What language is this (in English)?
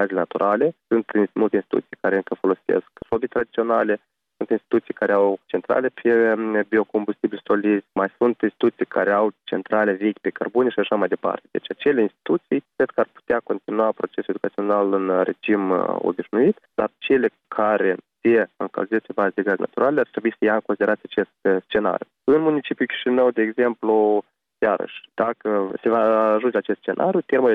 Romanian